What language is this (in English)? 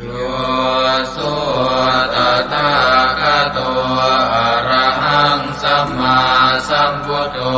Pali